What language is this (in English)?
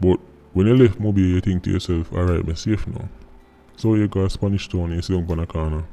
Jamaican Creole English